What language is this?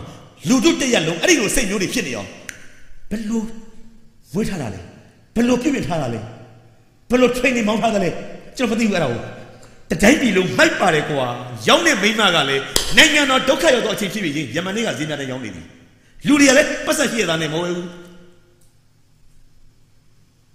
Burmese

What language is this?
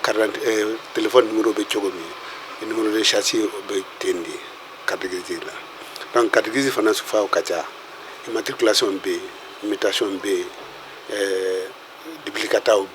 Bambara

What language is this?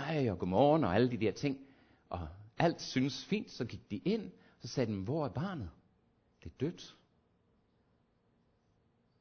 Danish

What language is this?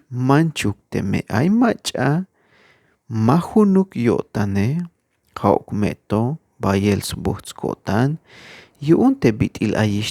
Tzeltal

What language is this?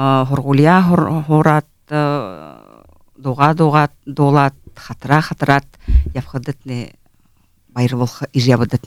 Buriat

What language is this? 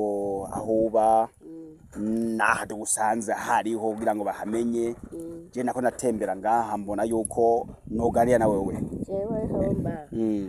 Rundi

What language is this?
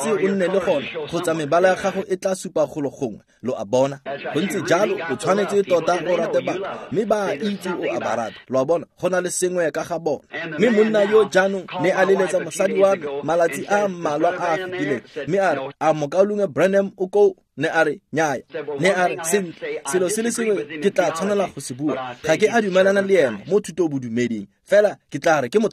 Tswana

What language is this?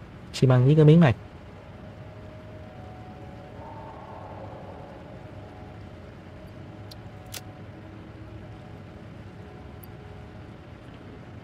Vietnamese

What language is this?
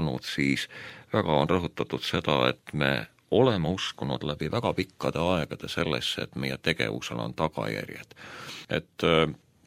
Estonian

